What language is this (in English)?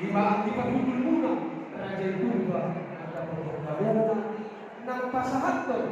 Batak Toba